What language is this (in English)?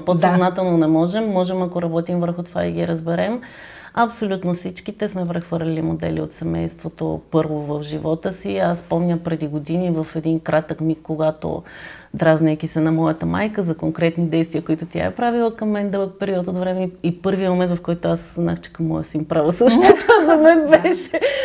Bulgarian